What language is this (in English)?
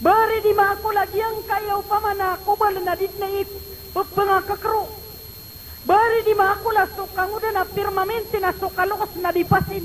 Maranao